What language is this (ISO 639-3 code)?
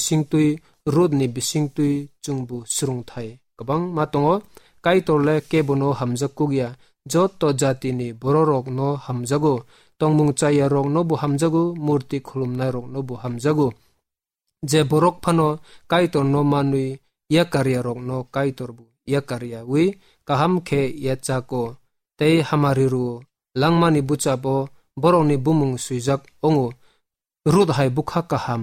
trp